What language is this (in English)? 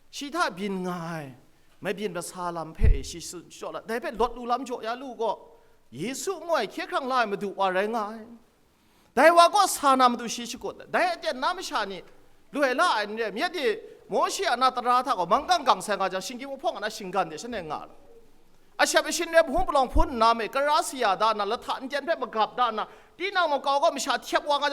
Kachin